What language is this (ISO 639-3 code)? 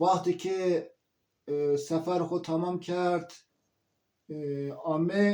zza